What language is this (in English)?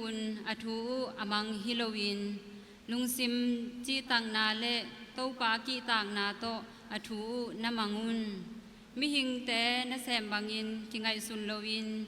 Tedim Chin